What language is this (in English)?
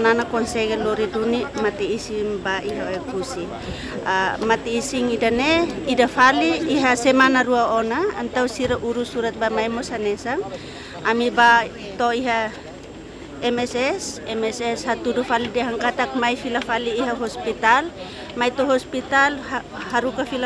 Tetum